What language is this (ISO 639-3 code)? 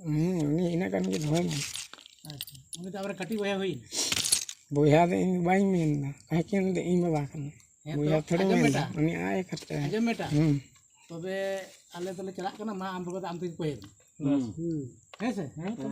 sat